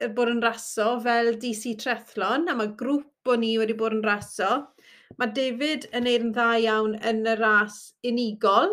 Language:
Welsh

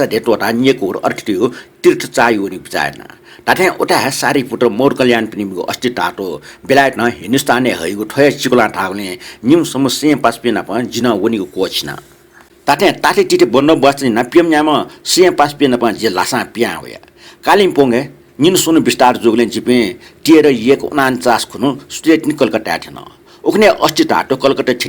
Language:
Newari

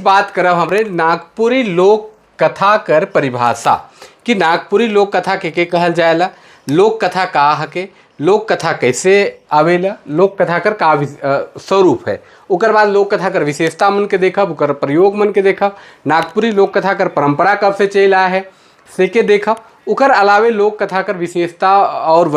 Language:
Sadri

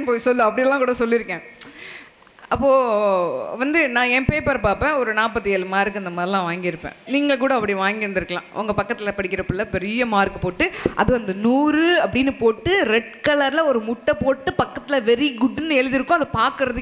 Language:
Tamil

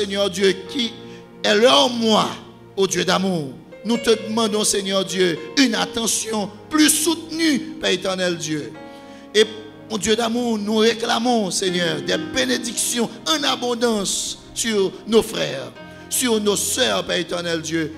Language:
French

